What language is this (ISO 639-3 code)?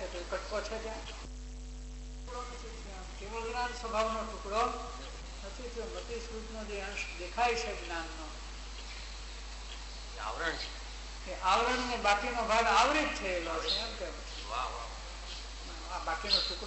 guj